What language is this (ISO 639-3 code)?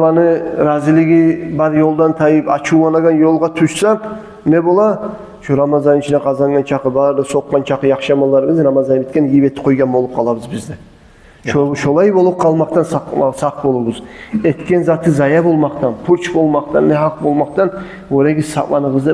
kum